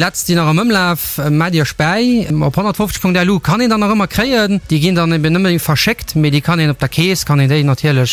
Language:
Luxembourgish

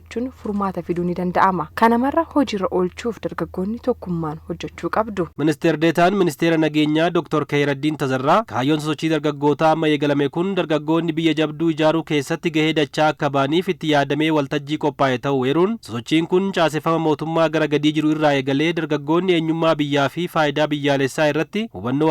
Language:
Oromo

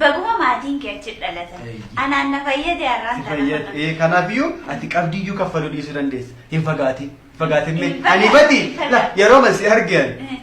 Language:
Oromo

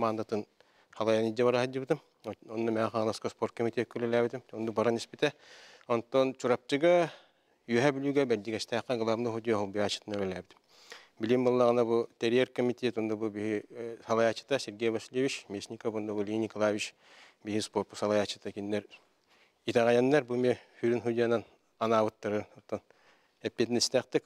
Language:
Yakut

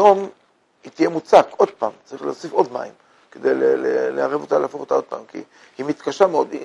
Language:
Hebrew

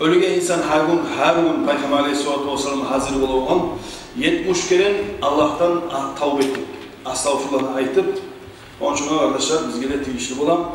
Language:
Kumyk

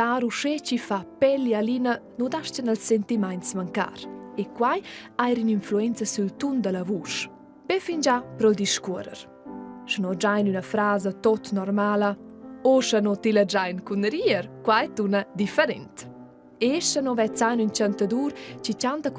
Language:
Romansh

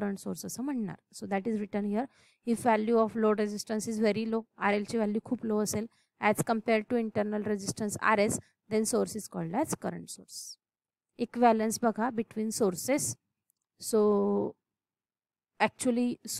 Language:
Marathi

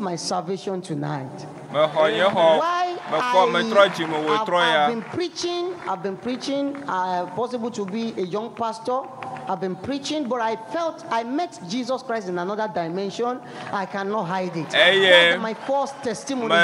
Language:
Ewe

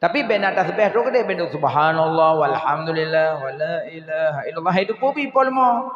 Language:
Achinese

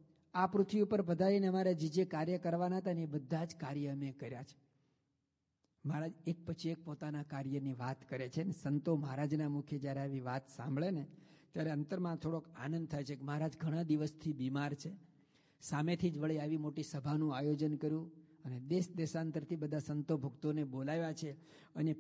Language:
Gujarati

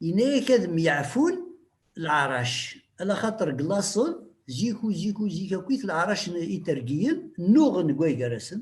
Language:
Kabyle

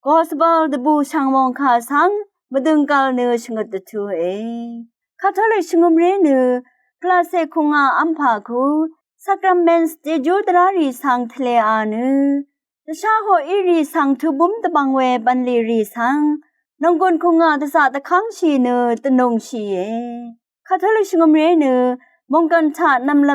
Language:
Rawang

